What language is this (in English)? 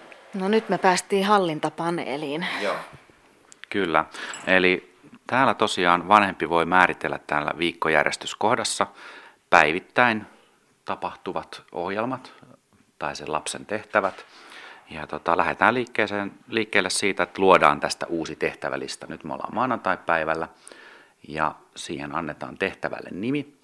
Finnish